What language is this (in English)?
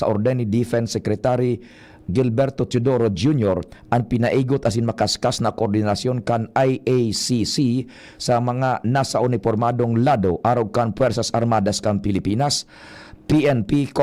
Bikol